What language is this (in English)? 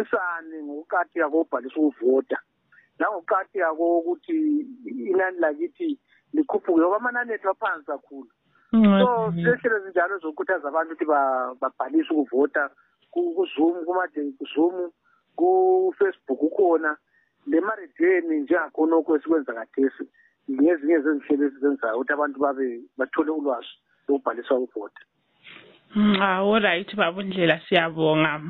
North Ndebele